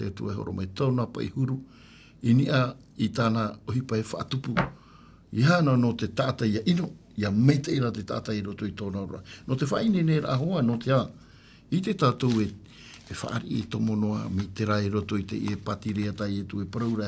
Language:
Tahitian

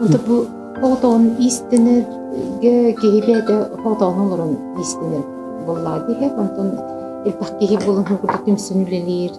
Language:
Yakut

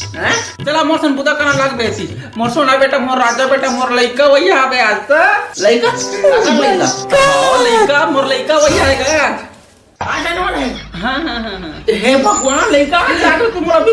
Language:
Chhattisgarhi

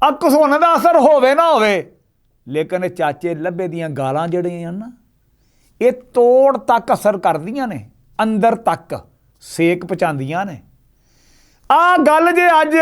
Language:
Western Panjabi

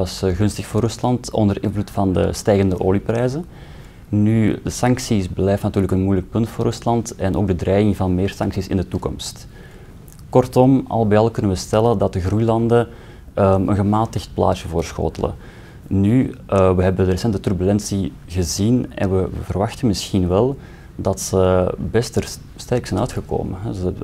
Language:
Dutch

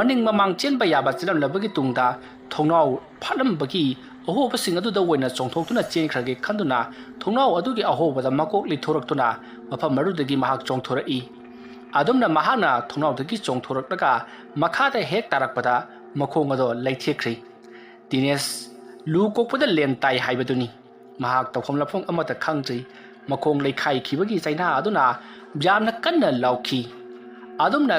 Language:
Manipuri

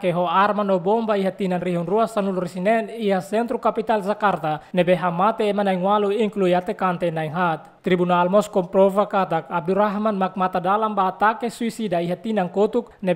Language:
Tetum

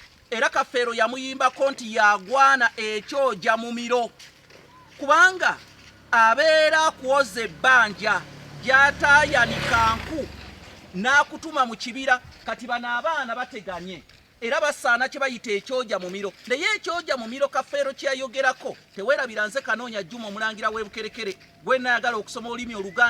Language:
Ganda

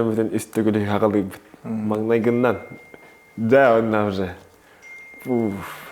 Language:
Yakut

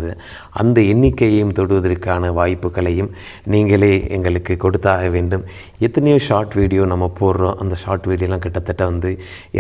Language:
Tamil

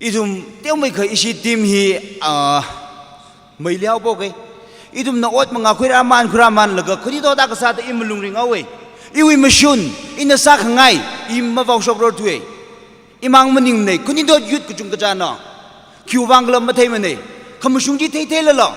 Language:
Tangkhul Naga (India)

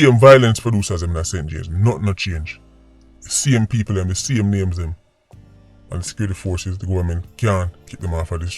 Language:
Jamaican Creole English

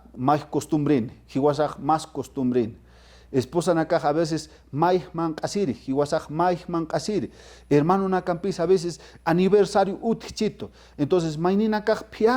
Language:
Aymara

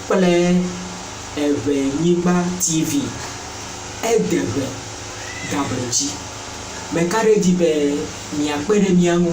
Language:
Ewe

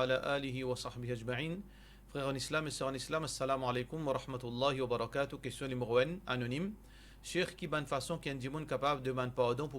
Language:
Morisyen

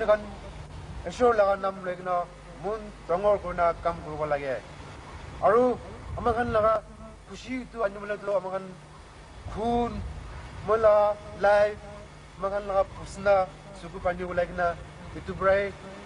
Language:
Naga Pidgin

